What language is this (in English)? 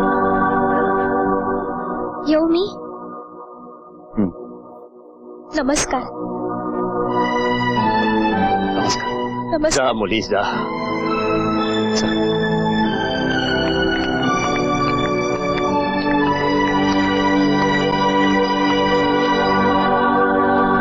Marathi